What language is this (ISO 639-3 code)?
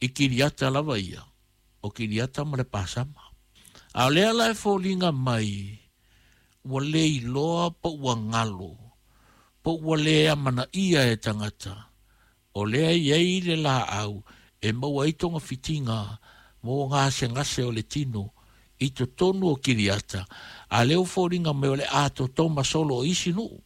smo